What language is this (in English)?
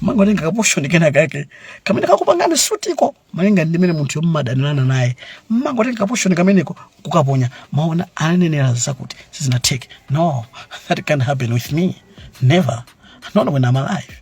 Nyanja